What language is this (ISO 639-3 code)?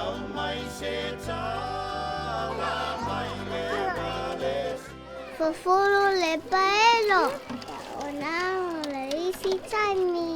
smo